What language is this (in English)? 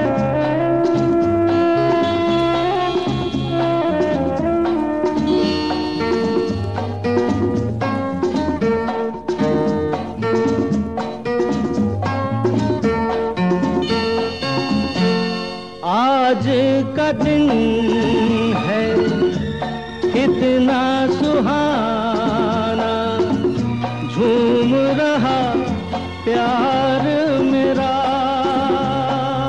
Hindi